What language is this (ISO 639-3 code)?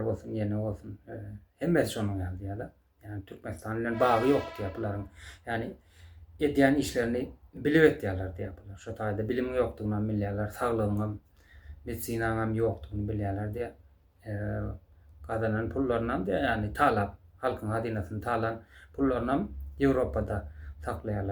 tuk